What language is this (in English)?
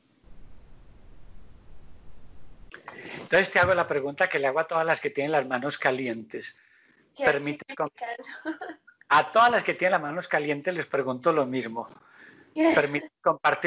Spanish